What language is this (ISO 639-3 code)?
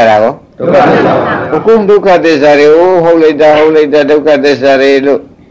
mya